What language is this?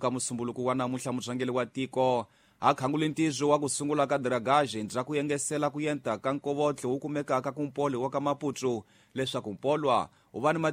Tsonga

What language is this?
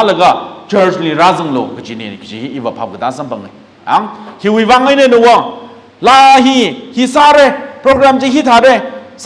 Tangkhul Naga (India)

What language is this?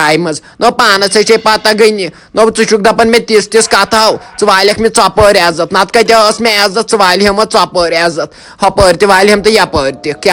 Kashmiri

